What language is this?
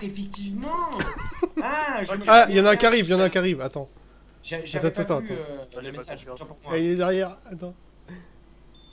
French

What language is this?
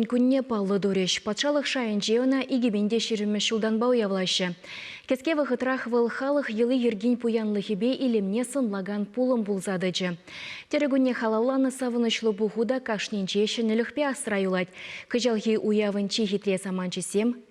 Chuvash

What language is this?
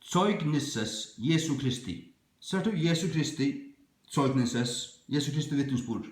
Faroese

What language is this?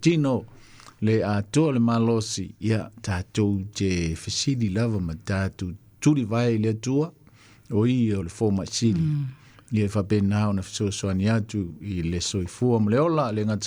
Samoan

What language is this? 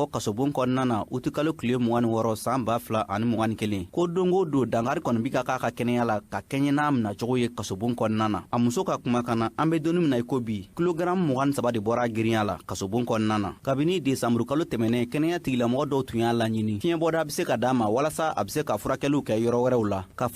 Bambara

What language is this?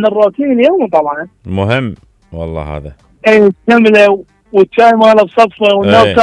Mesopotamian Arabic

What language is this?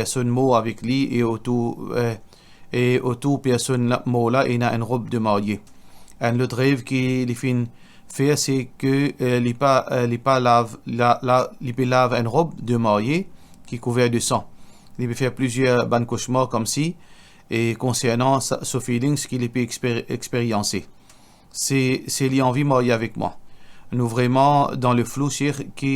Morisyen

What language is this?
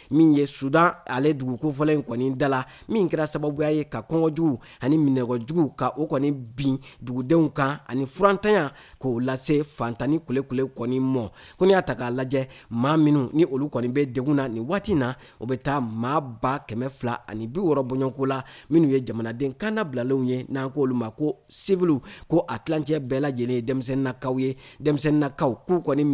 Bambara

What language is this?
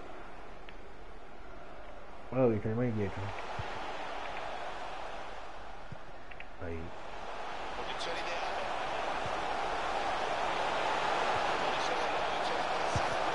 Italian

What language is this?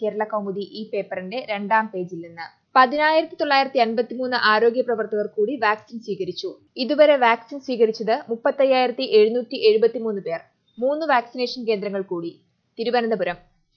Malayalam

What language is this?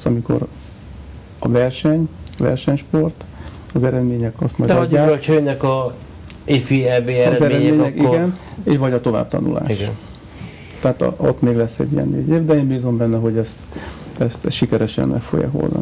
Hungarian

